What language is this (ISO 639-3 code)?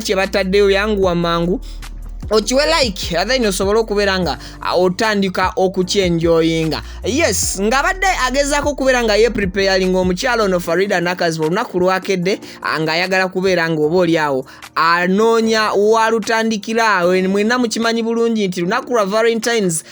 lug